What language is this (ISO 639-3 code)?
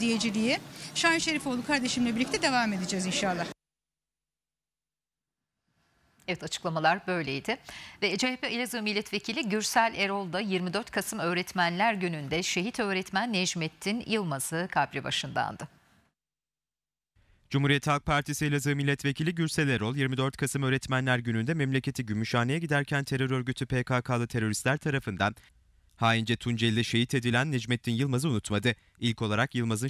tur